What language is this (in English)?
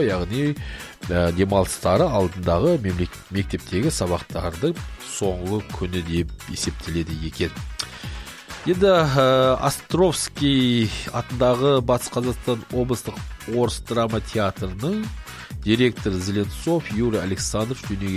Kazakh